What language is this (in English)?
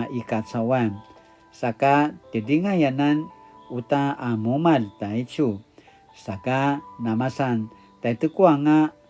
Paiwan